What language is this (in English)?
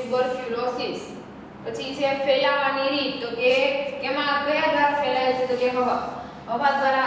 Gujarati